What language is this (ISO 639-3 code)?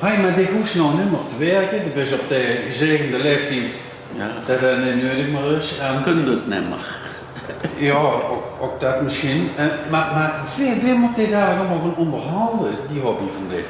lim